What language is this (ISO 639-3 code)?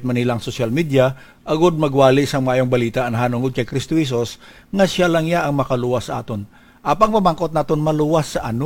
hil